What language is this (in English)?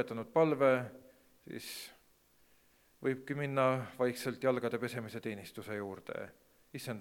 Estonian